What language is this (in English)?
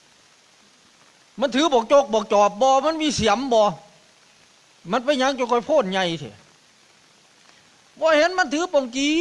Northeastern Thai